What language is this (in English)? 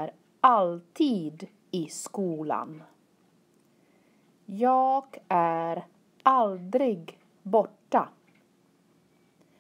Swedish